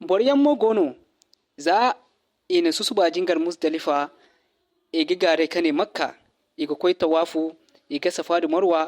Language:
Zarma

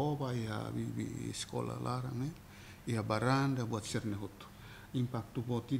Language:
Tetum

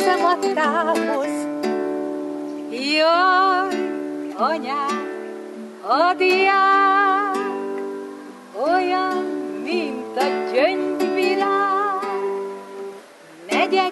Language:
Hungarian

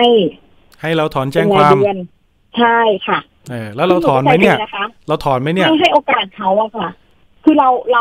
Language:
Thai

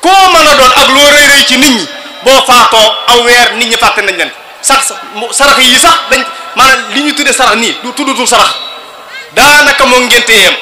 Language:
Wolof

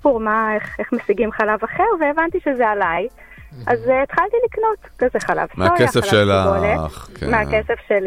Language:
Hebrew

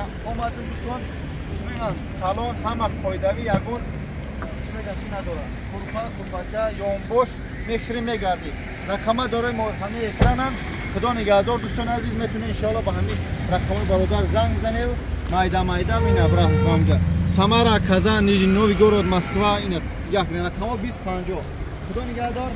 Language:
Tajik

